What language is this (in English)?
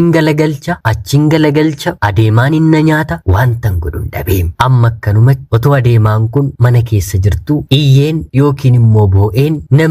Oromo